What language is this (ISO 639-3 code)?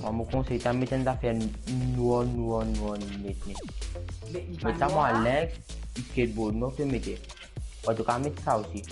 mfe